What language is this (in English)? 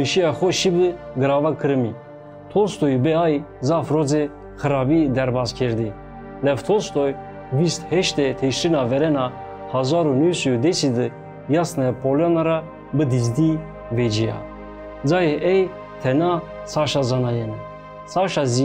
Zaza